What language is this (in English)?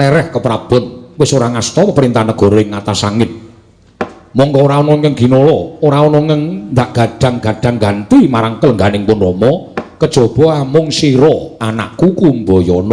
Javanese